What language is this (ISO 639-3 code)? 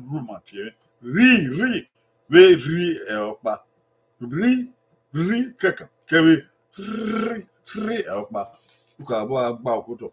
bin